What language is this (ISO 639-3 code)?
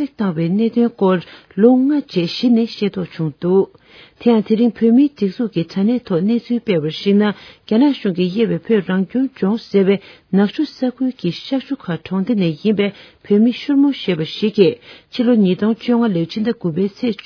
bod